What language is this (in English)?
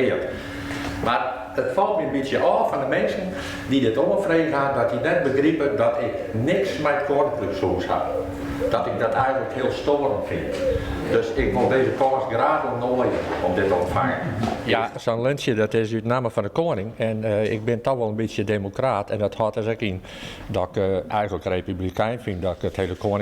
Western Frisian